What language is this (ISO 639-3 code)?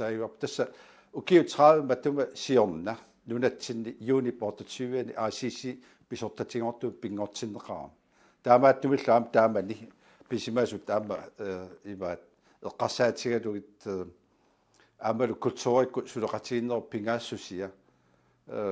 kal